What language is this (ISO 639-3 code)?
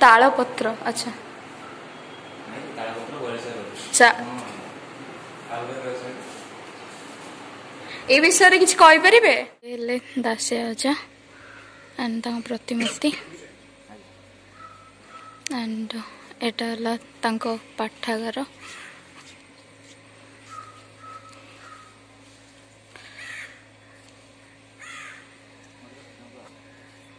ori